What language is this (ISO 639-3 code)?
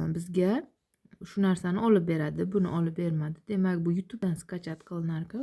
uzb